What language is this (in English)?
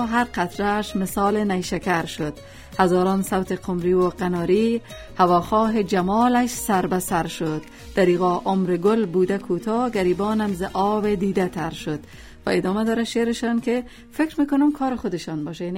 Persian